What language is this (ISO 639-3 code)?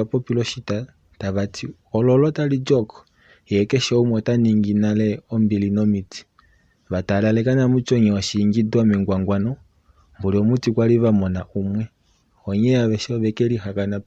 kua